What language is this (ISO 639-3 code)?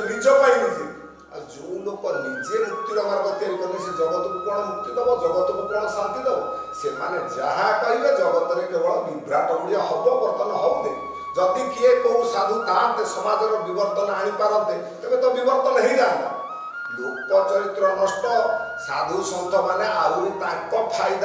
ori